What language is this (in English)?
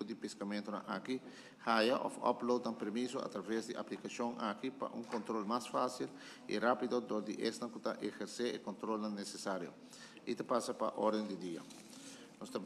Papiamento